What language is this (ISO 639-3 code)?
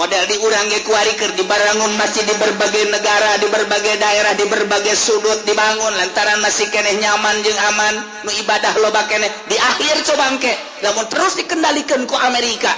sun